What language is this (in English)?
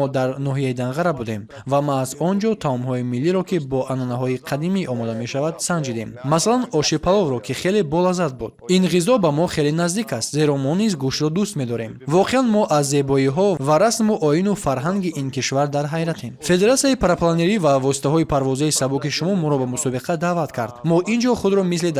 Tajik